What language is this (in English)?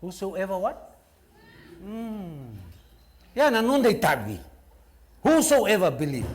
Fijian